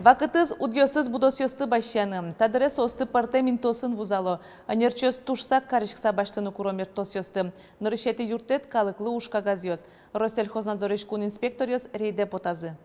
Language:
Udmurt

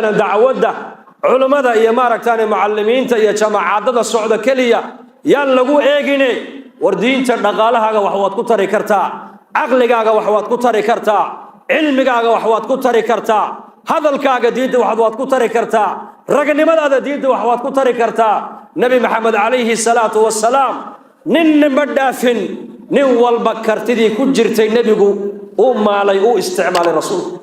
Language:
Somali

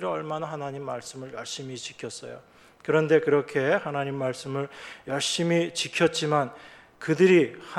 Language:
Korean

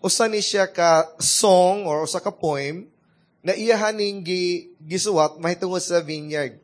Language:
Cebuano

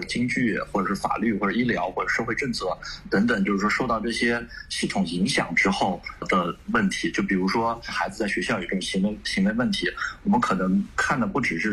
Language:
Chinese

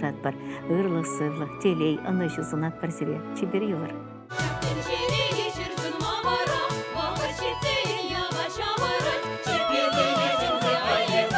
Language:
Chuvash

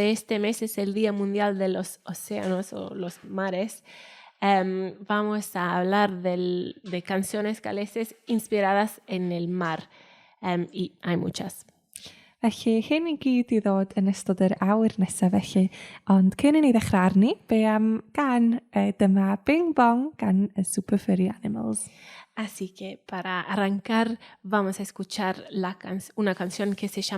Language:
Welsh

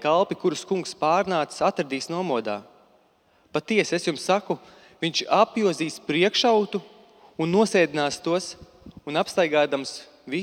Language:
Latvian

